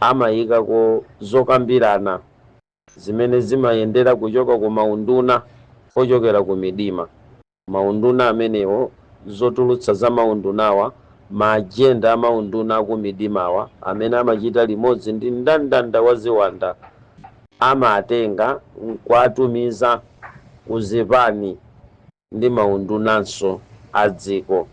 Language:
Nyanja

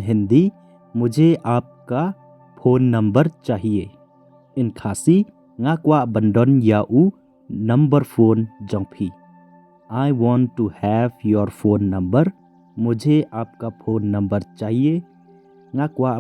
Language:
Khasi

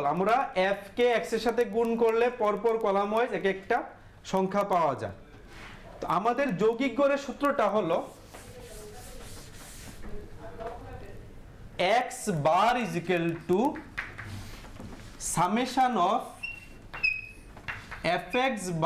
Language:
Bangla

